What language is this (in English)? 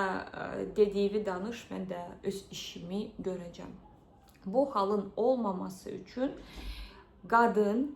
Azerbaijani